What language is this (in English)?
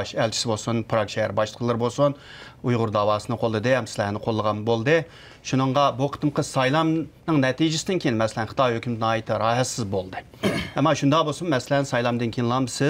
Uyghur